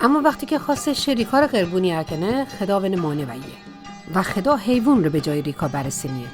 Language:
Mazanderani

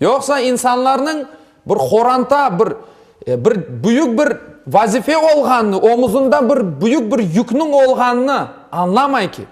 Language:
Crimean Tatar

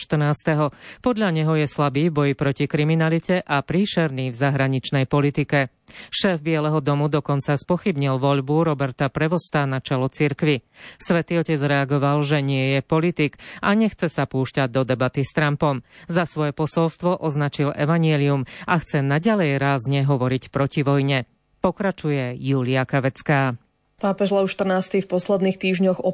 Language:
Slovak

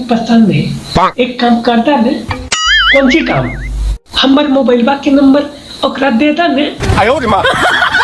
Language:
Magahi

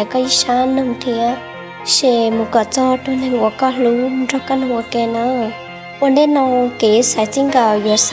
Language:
Hmong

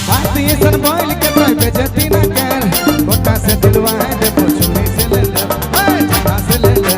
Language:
Sadri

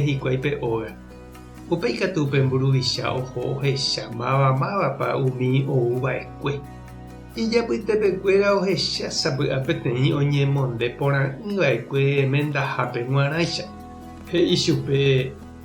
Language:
Guarani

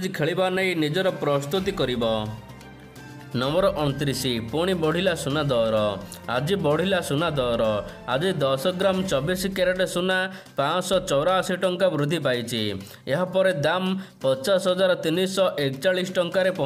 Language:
Odia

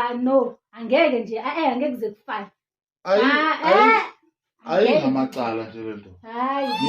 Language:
Zulu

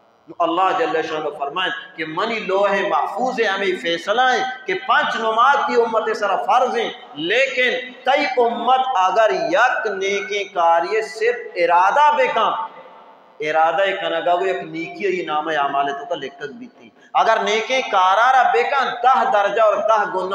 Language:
Baluchi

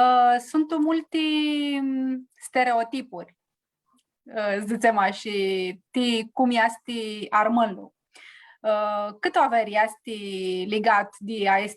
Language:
Aromanian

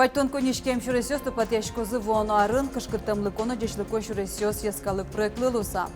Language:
Udmurt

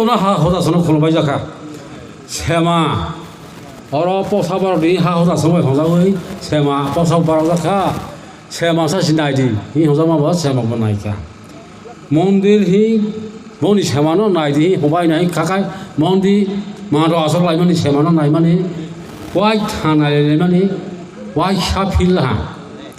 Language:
Kok Borok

